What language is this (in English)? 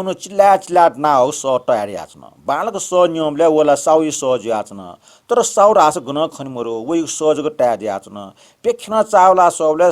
Newari